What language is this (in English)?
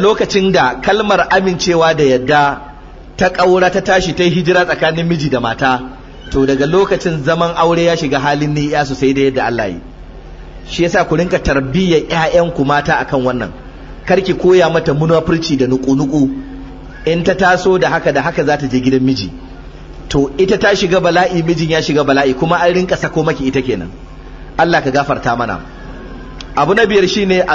Hausa